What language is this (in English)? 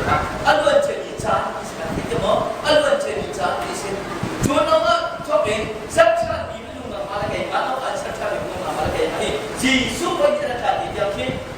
Hakha Chin